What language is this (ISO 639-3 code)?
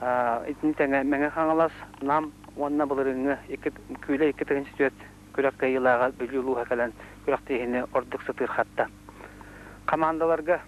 sah